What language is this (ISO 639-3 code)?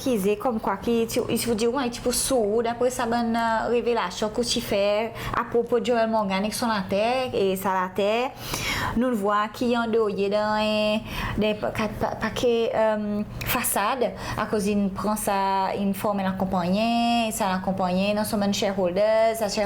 crs